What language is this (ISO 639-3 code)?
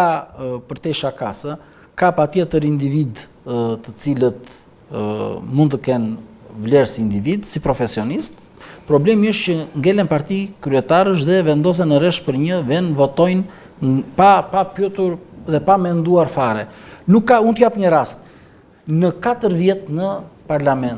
sqi